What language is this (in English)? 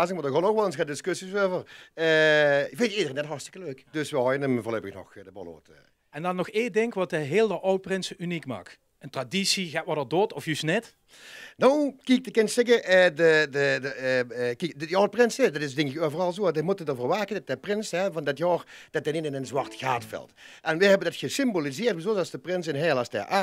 Limburgish